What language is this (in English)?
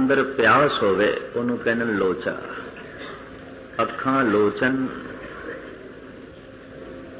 Punjabi